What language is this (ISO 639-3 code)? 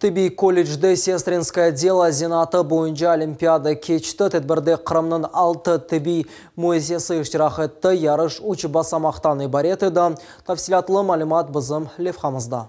crh